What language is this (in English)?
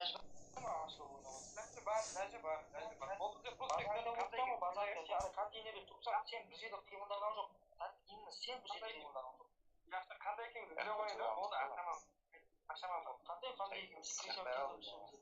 Kara-Kalpak